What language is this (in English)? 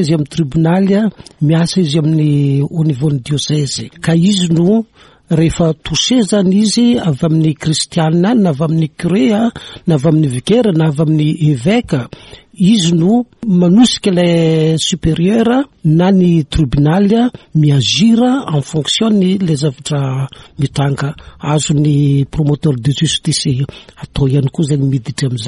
Malagasy